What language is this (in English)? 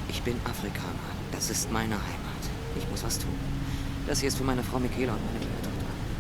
Bavarian